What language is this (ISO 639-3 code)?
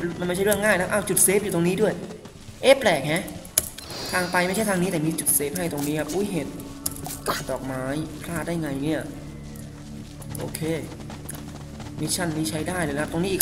tha